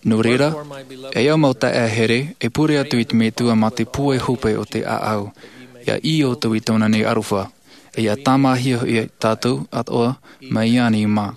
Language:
Malagasy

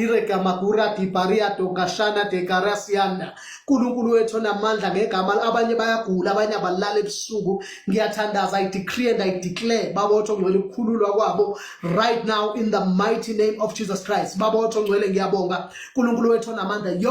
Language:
Zulu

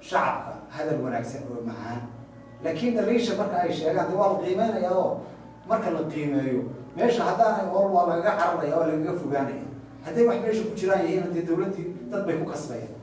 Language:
Somali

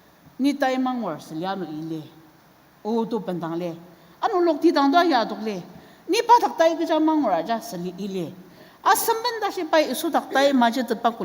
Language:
Ao Naga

